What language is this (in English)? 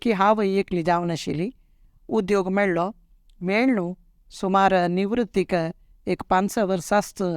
Konkani